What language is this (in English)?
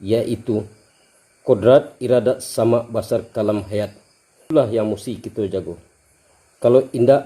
Minangkabau